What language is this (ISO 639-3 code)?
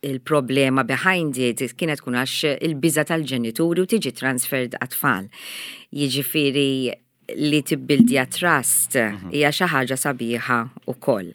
mlt